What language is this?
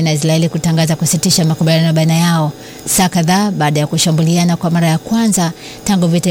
Swahili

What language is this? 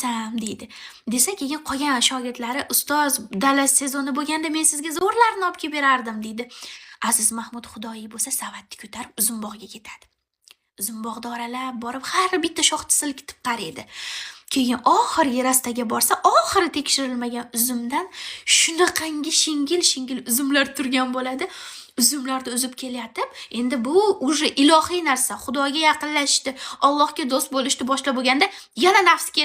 Uzbek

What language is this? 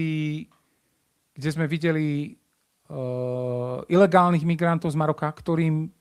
Slovak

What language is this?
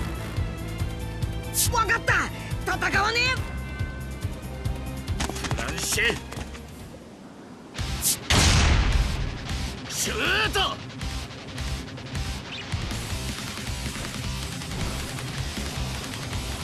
Japanese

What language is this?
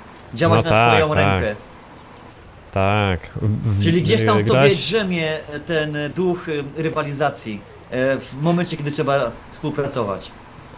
Polish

